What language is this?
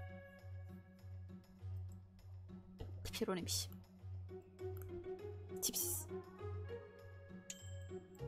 Turkish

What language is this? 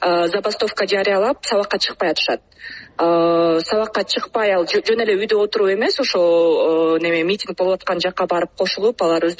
Kyrgyz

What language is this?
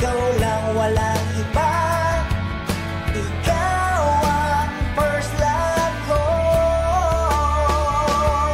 Filipino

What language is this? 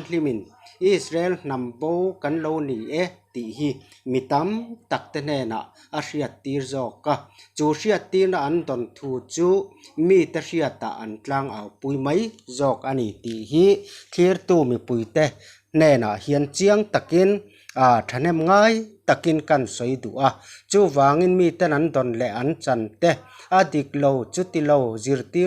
Mizo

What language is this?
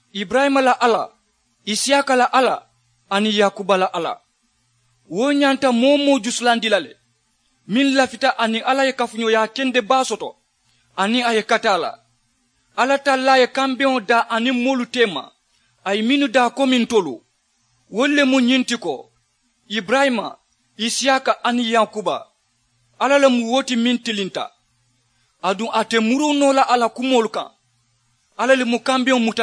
Mandingo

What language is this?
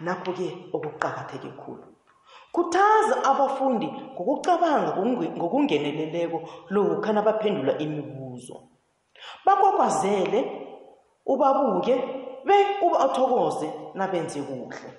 South Ndebele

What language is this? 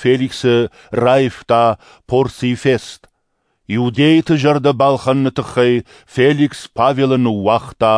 Ossetic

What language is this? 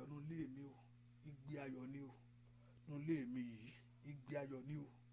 Yoruba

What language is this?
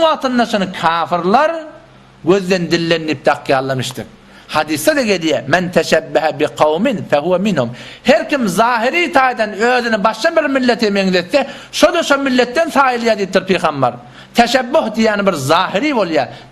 Turkmen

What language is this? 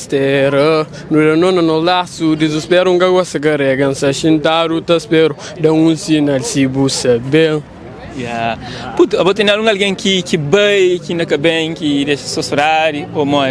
Kabuverdianu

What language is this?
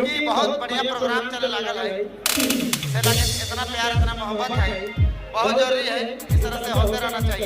Sadri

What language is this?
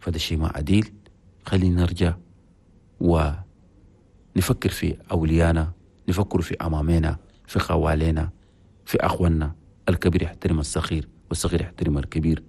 Chadian Arabic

